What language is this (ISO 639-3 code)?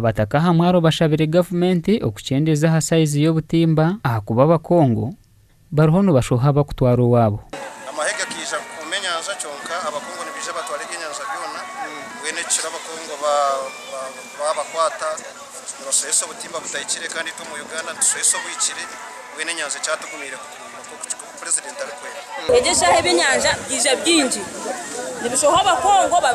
nyn